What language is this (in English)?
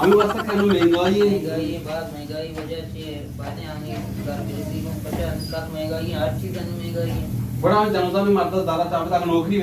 Eastern Balochi